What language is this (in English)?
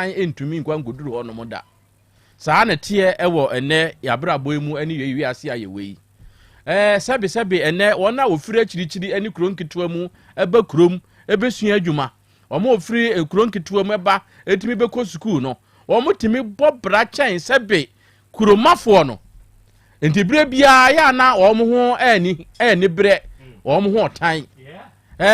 Akan